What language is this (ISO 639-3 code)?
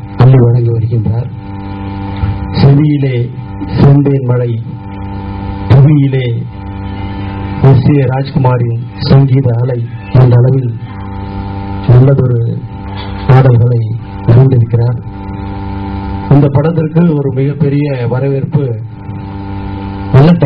tam